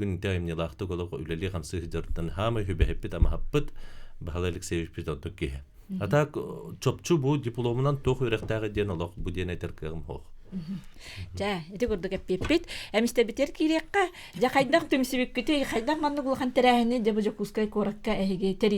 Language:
Yakut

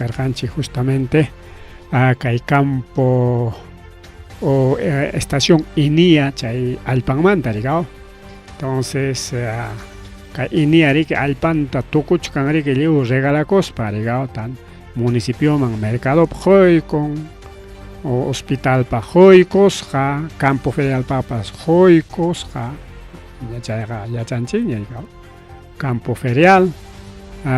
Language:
Ayacucho Quechua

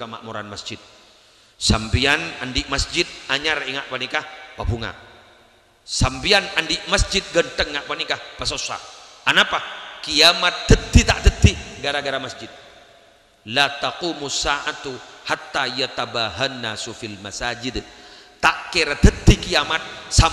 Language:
Madurese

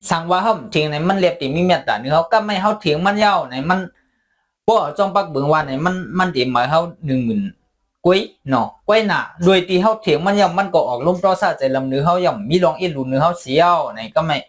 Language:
Shan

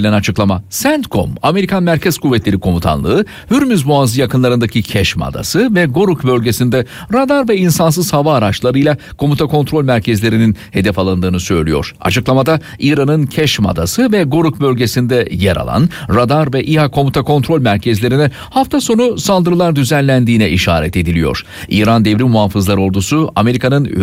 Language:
Turkish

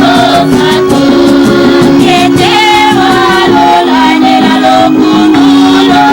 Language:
Tetela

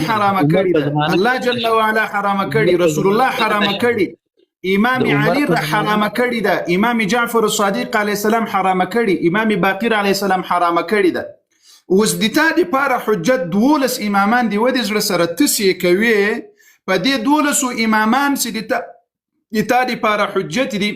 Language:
Pashto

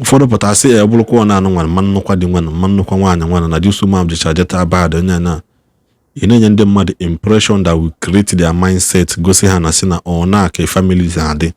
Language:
Igbo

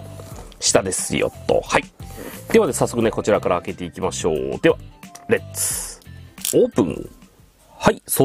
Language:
Japanese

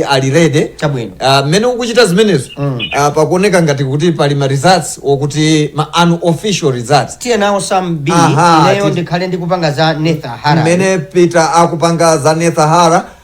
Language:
Nyanja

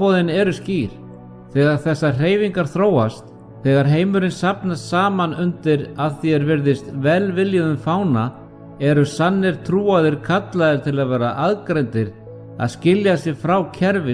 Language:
Icelandic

